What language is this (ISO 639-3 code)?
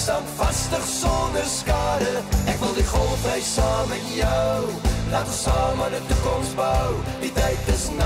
afr